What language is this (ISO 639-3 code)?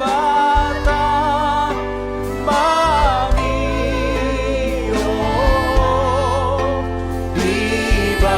bbc